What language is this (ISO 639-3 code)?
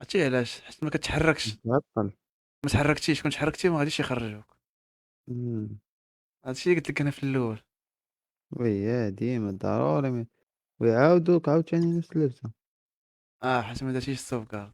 ary